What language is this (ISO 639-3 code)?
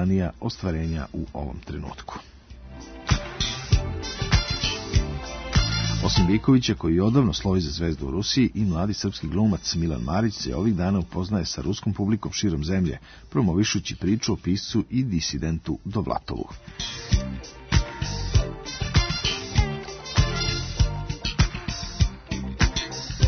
srp